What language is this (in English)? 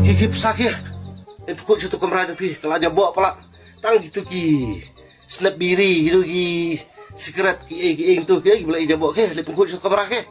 Khasi